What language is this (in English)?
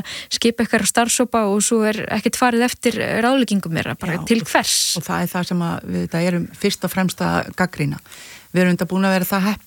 Icelandic